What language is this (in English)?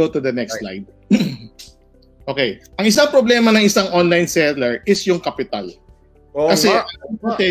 Filipino